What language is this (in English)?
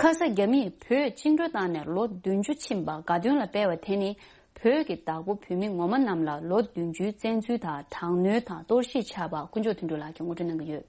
Tibetan